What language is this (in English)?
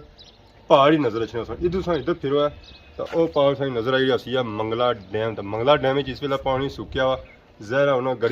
Pahari-Potwari